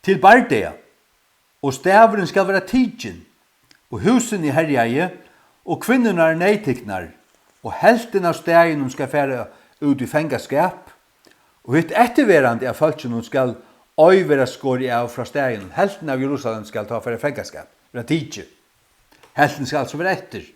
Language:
Faroese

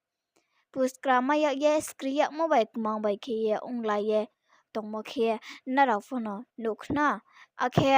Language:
Riang (India)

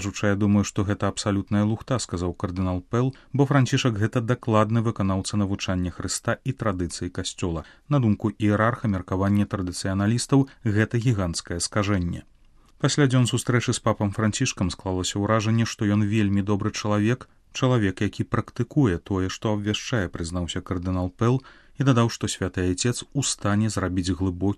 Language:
Belarusian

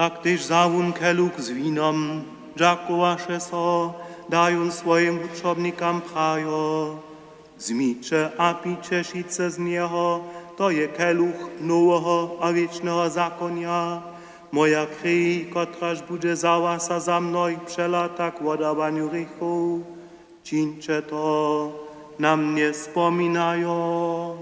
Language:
Upper Sorbian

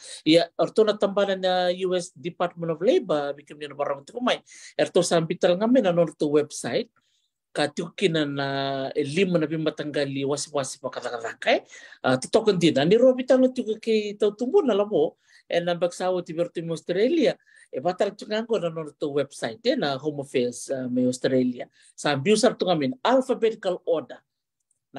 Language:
Fijian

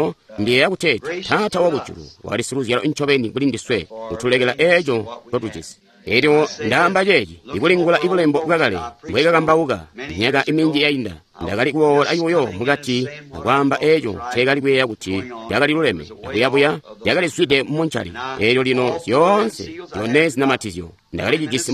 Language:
Tonga (Zambia)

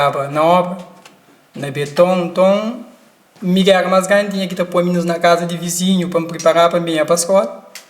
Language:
Kabuverdianu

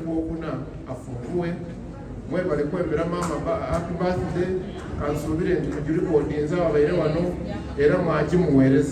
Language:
Soga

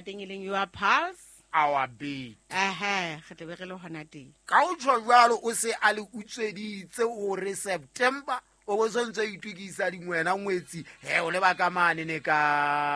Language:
Southern Sotho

